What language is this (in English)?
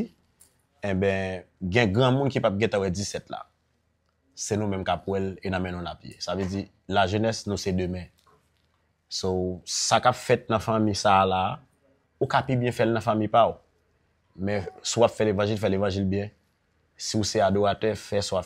Haitian Creole